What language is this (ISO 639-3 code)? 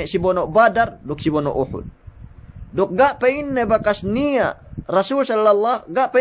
yka